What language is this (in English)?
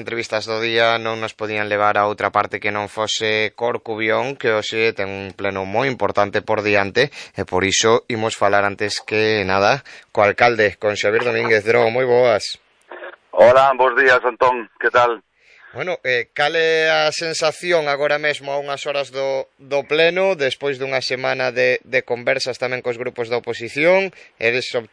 Galician